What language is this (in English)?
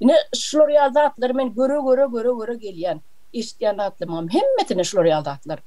Turkmen